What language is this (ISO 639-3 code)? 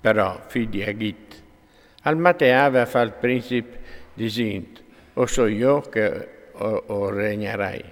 fur